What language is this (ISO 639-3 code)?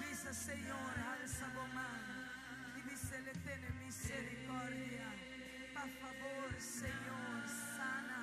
pap